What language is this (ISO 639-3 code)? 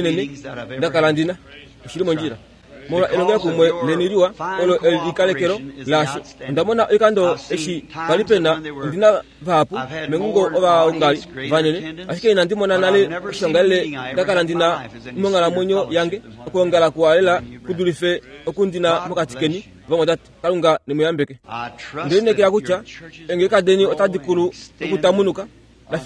kua